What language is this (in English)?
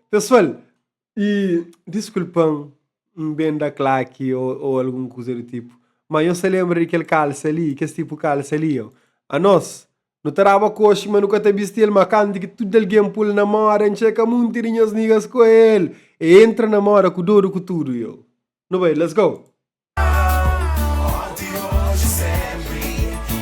Kabuverdianu